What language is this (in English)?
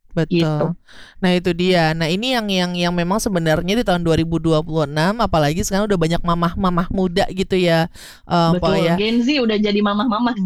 Indonesian